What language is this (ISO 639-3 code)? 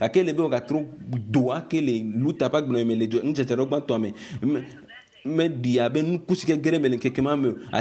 ewe